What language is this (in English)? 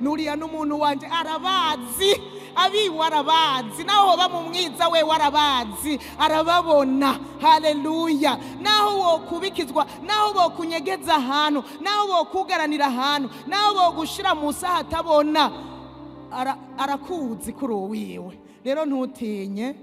Rundi